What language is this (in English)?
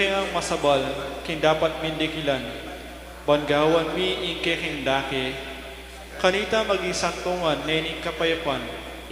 Pampanga